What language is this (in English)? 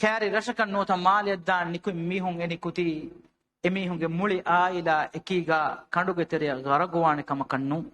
Divehi